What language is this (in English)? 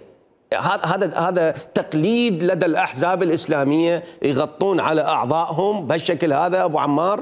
Mesopotamian Arabic